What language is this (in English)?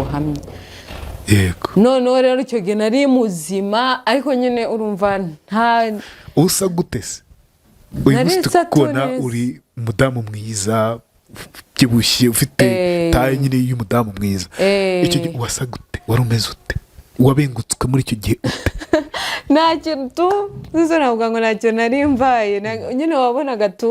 Kinyarwanda